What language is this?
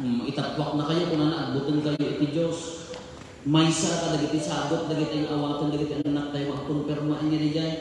Iloko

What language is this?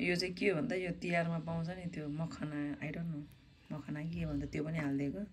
Nepali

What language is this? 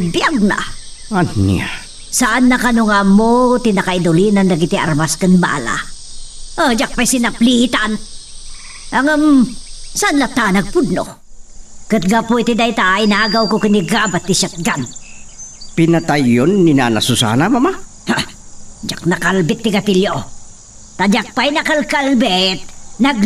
Iloko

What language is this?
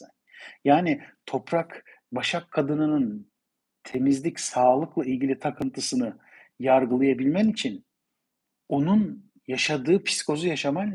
Turkish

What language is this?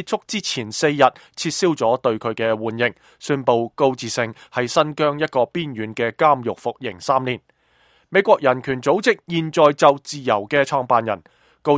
Cantonese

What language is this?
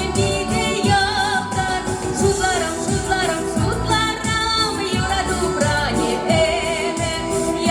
Chuvash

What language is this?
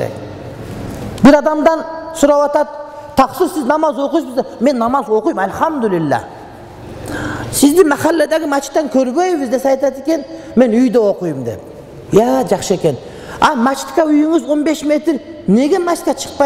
Kyrgyz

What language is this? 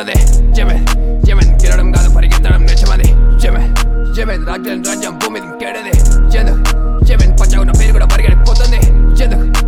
Telugu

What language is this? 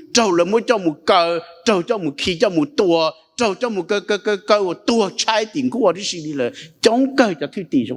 Hmong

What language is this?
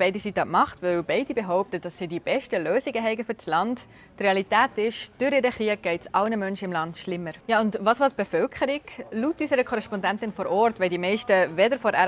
Swiss German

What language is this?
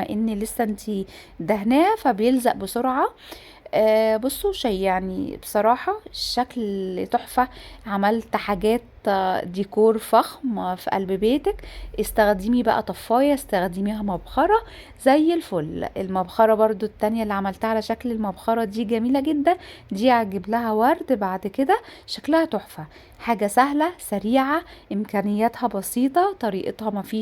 Egyptian Arabic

